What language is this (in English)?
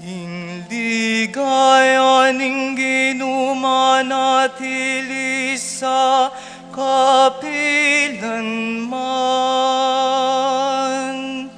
Pampanga